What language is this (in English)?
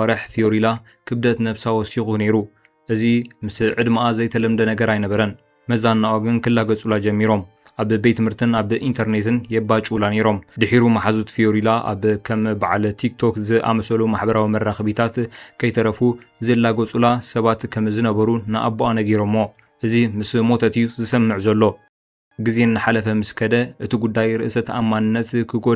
Tigrinya